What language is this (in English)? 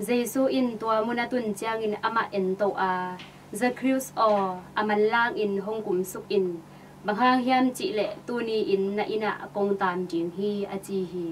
Tedim Chin